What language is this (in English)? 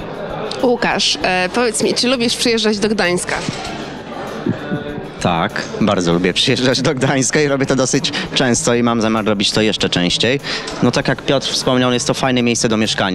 Polish